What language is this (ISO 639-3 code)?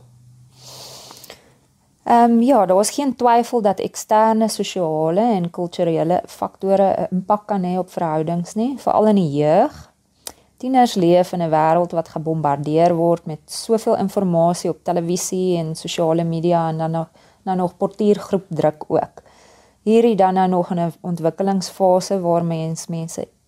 afr